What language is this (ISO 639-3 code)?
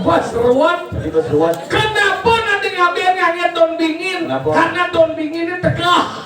ban